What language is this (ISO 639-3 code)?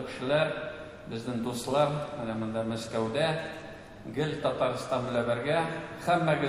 tat